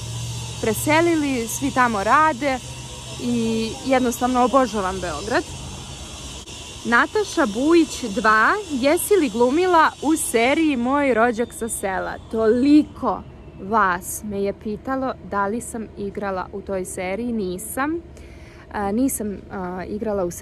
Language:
Serbian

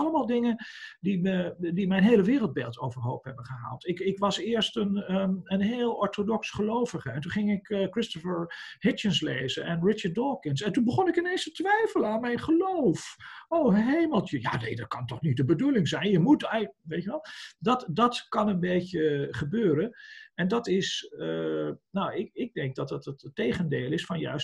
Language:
Dutch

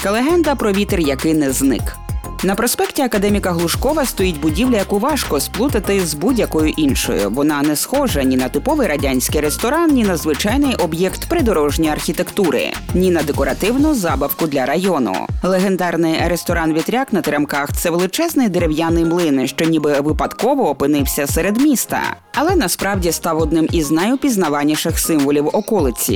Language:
Ukrainian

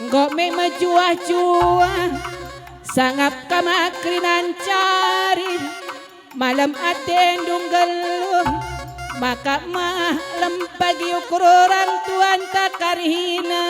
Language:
Batak Karo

